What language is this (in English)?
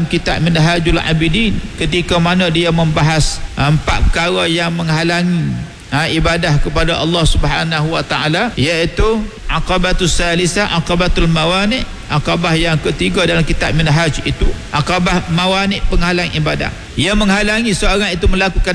Malay